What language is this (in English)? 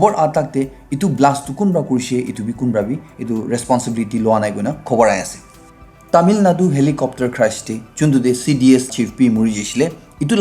Naga Pidgin